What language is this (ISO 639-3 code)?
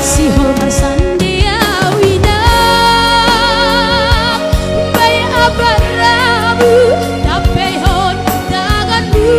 bts